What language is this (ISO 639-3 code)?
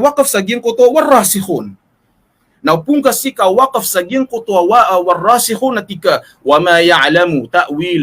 mrw